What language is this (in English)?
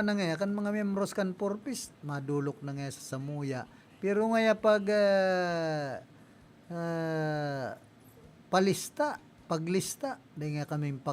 Bikol